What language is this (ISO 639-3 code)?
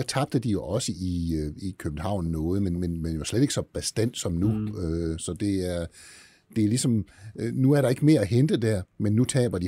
dan